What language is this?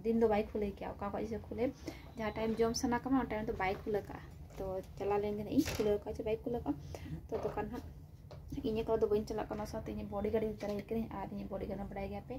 Santali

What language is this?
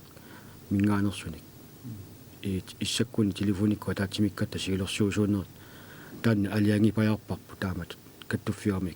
Kalaallisut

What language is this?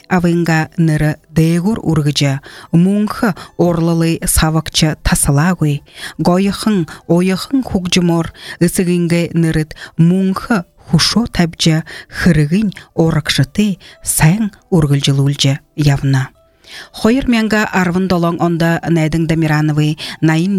Buriat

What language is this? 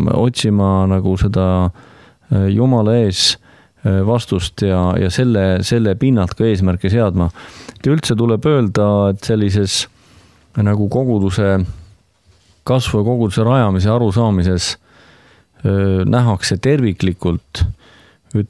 Estonian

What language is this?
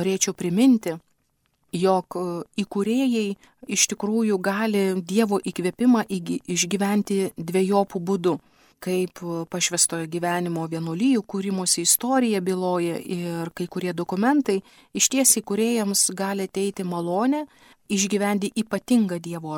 Lithuanian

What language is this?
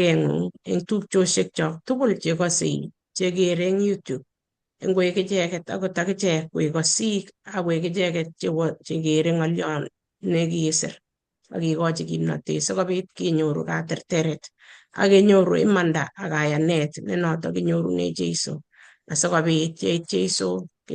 Kalenjin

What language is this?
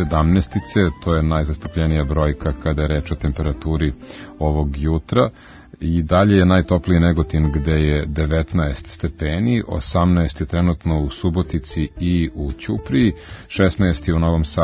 Serbian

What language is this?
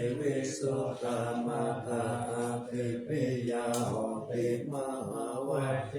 Pali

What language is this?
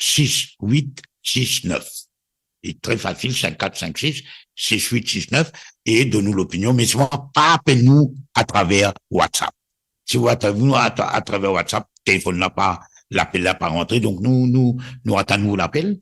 Morisyen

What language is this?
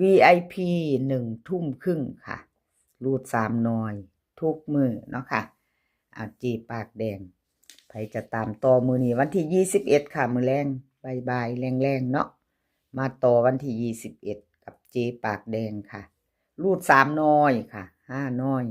Northeastern Thai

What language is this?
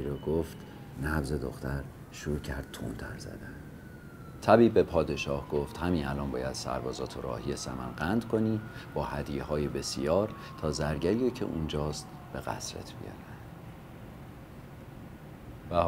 Persian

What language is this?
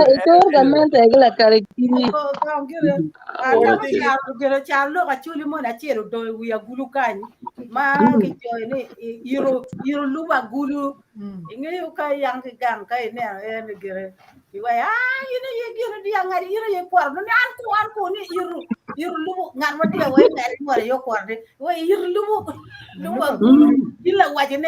Acoli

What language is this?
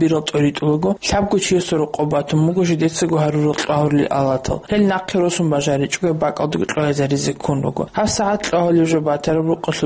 Avaric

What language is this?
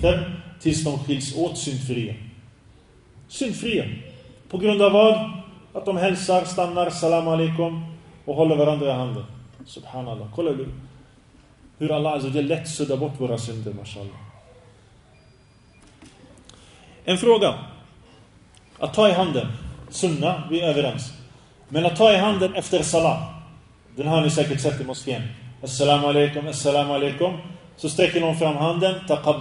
Swedish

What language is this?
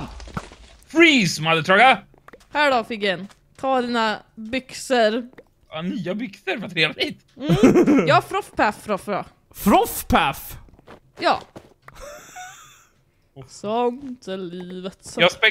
Swedish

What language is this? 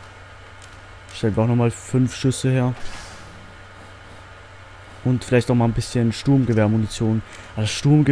German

